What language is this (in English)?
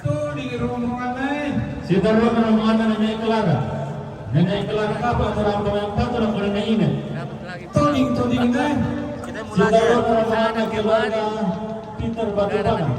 Toraja-Sa'dan